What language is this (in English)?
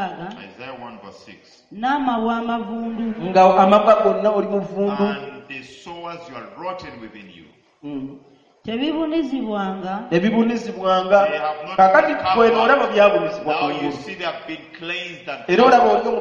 Ganda